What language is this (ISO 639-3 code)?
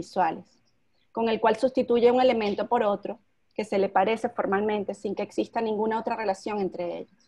spa